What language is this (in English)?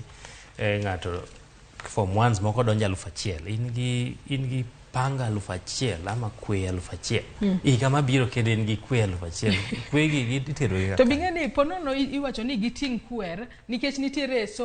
Luo (Kenya and Tanzania)